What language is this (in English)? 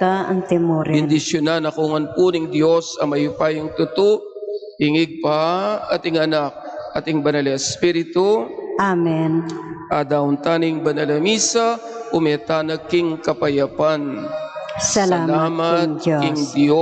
Pampanga